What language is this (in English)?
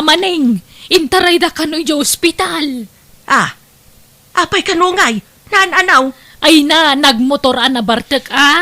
Iloko